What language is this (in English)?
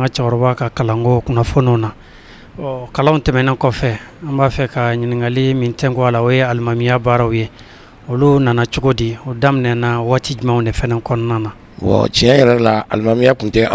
Bambara